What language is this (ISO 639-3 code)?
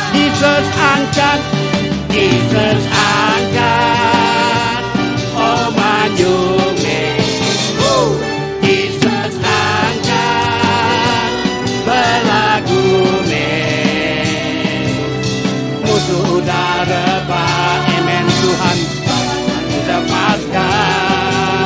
iba